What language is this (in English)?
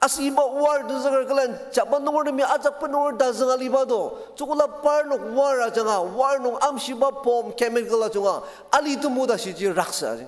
Ao Naga